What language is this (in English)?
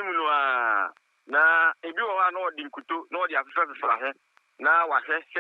Akan